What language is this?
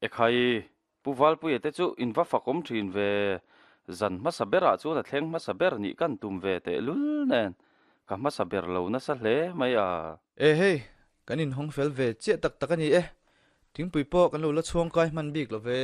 Mizo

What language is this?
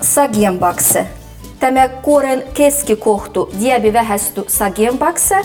Livvi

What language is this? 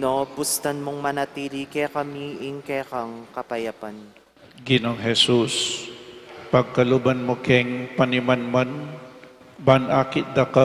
Pampanga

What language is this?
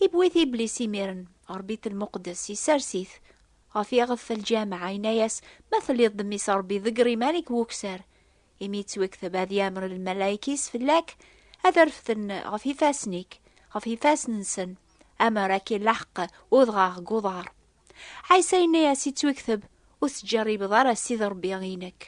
Kabyle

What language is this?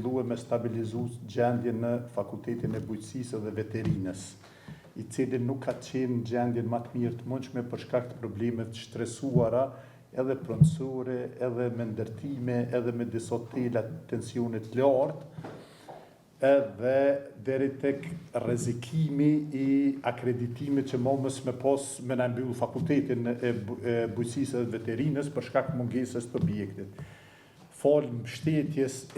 Albanian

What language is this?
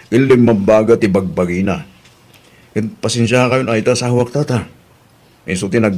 Iloko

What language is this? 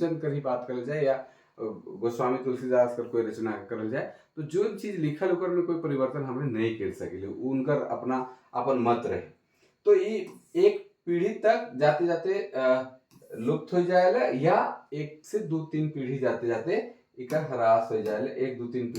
Sadri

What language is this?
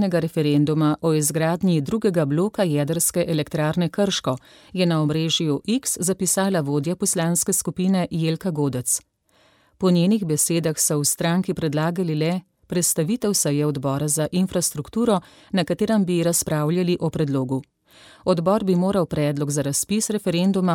Slovenian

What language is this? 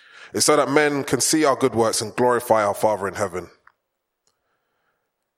English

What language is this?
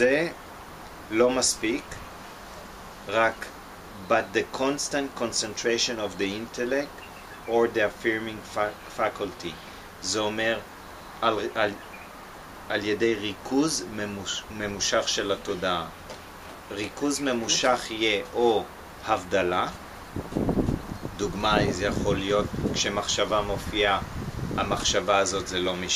Hebrew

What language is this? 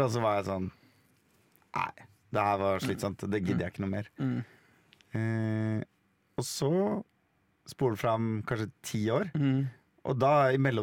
Norwegian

